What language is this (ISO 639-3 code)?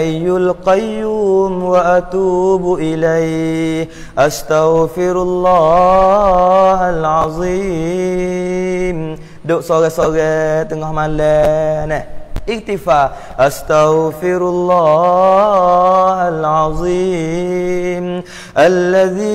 msa